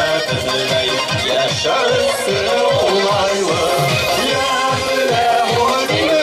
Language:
Bashkir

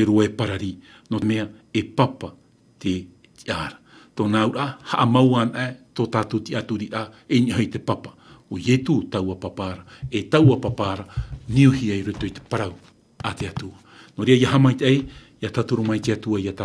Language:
Tahitian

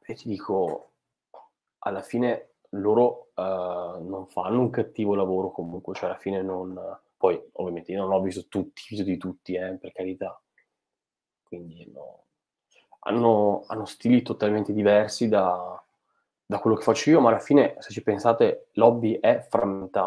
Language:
Italian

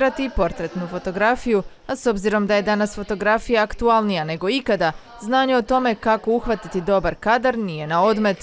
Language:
Croatian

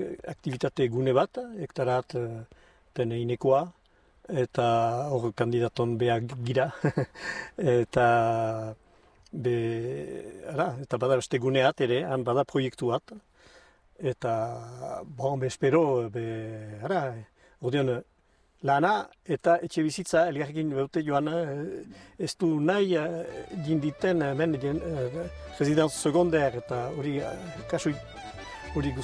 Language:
Basque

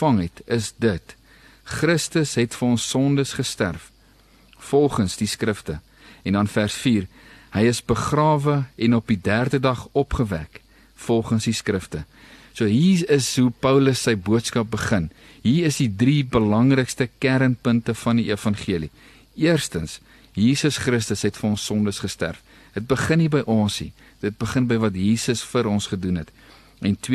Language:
Afrikaans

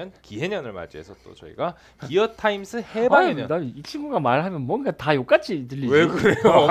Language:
Korean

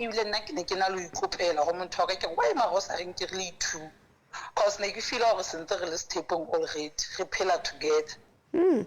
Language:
Southern Sotho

